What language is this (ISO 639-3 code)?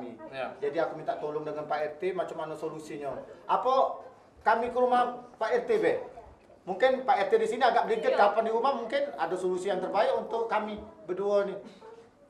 mui